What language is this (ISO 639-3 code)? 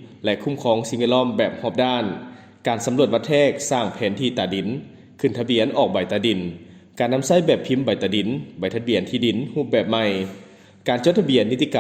lao